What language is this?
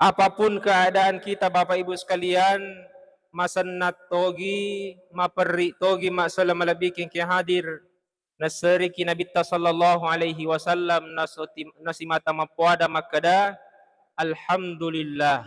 Buginese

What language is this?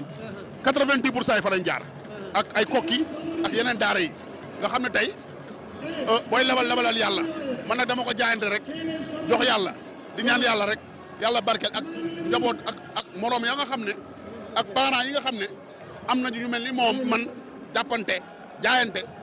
Wolof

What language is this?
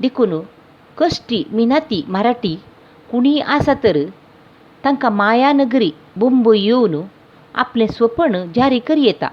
Konkani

